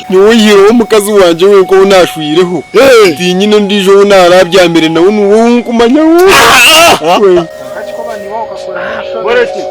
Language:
Nyankole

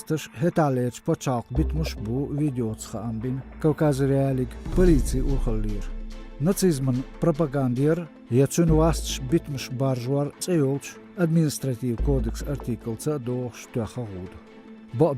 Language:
Chechen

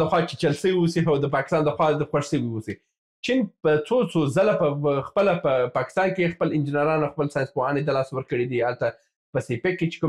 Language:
Pashto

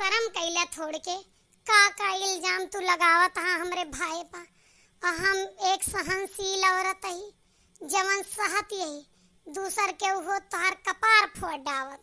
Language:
Awadhi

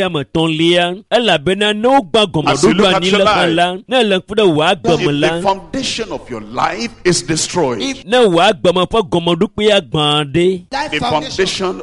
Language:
Ewe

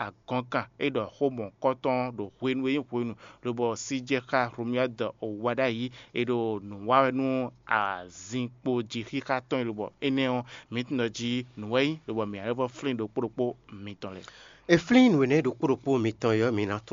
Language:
Fon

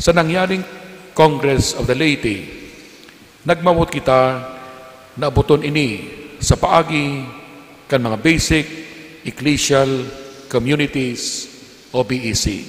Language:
Bikol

